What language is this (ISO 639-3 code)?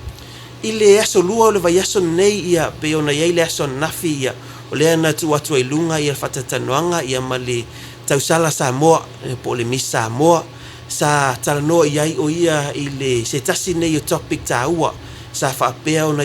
smo